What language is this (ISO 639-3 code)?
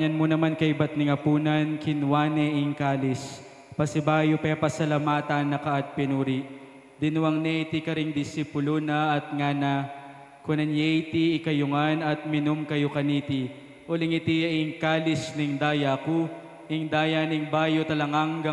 pam